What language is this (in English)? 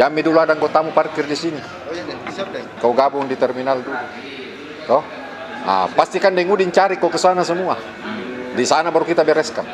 Makassar Malay